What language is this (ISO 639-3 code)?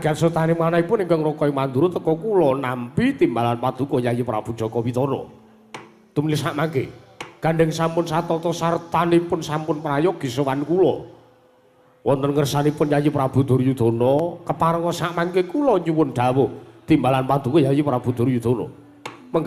jav